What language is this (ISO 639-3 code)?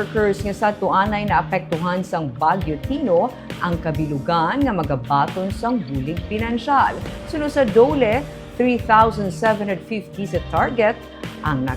hil